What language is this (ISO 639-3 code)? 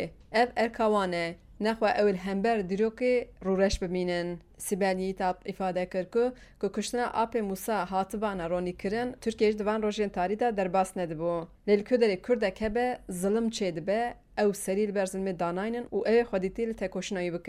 kur